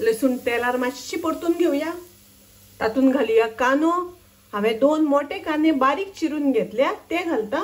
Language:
Konkani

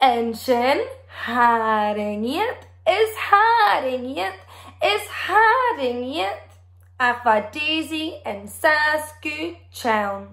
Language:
Scottish Gaelic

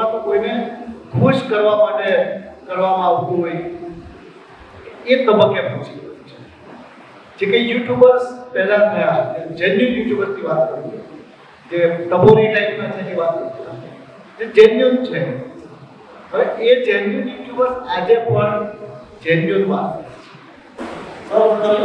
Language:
Gujarati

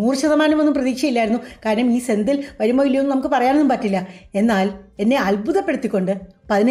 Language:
Malayalam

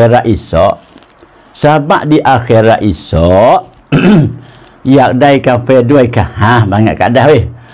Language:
Pattani Malay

